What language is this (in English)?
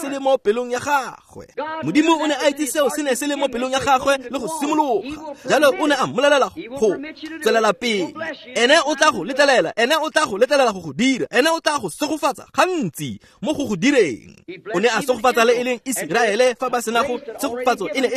Tswana